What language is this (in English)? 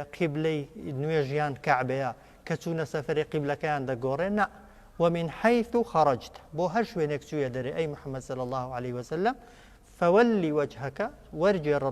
Central Kurdish